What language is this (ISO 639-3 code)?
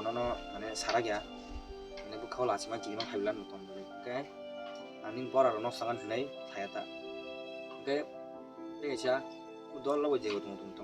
trp